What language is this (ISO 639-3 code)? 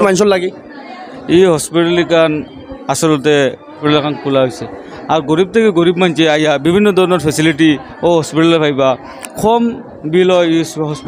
syl